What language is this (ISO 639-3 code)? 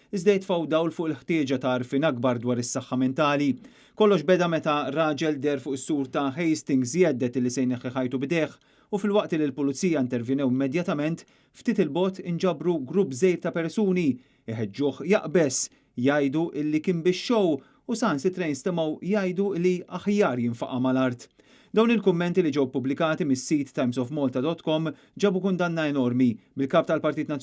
mlt